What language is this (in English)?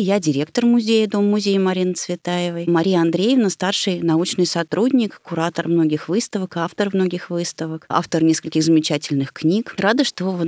Russian